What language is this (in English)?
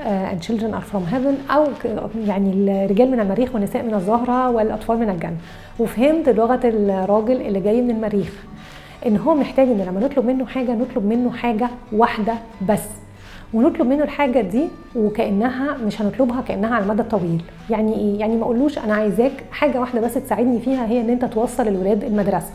Egyptian Arabic